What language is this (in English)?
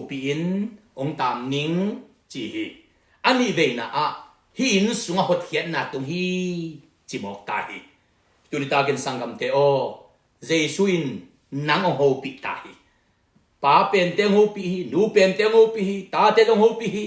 Tedim Chin